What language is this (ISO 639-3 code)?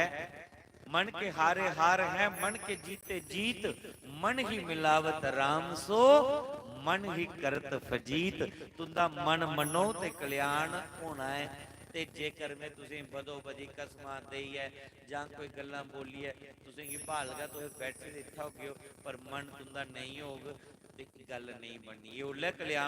doi